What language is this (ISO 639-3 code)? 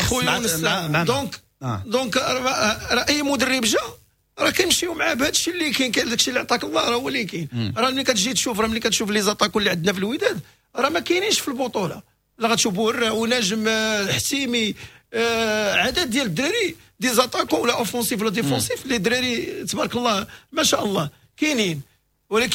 ary